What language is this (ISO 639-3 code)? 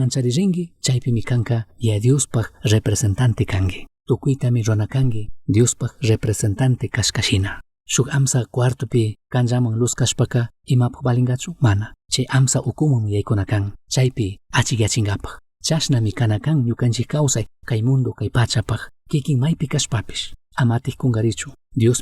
qug